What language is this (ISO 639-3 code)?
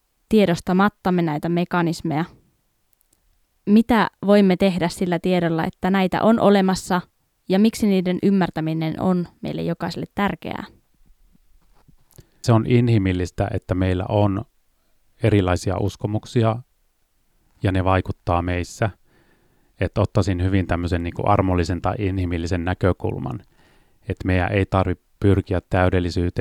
fin